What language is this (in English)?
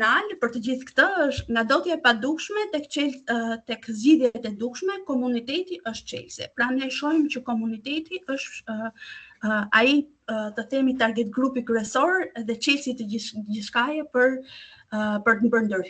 Albanian